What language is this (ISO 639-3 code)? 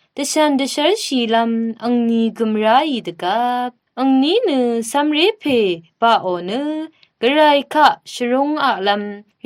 raw